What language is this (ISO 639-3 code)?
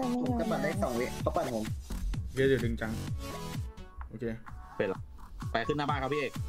tha